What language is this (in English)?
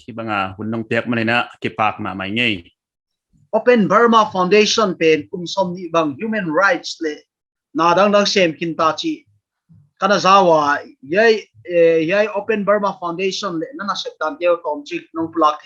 Paite Chin